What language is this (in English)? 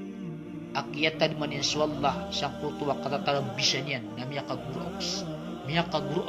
Maranao